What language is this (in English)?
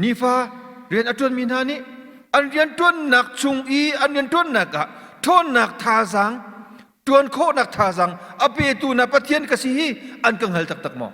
Hakha Chin